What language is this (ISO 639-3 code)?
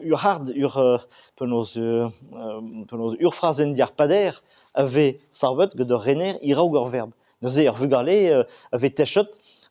bre